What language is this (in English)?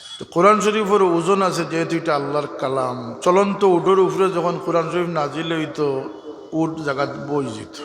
Sylheti